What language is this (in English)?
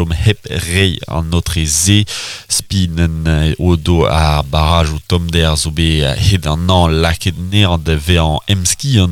Breton